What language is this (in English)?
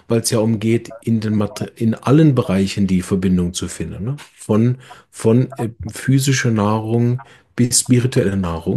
German